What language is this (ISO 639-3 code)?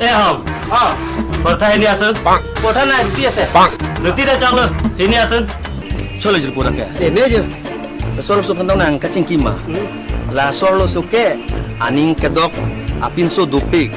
mjw